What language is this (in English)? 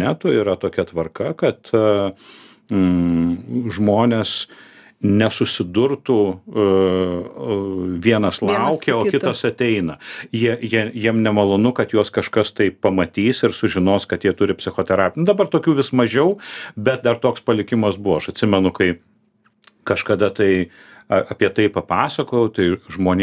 Lithuanian